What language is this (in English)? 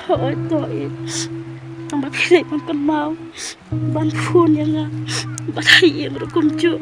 Khasi